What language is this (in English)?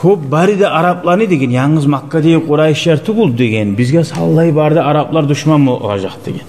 Kumyk